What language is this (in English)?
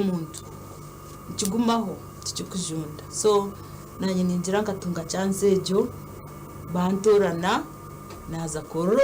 Nyankole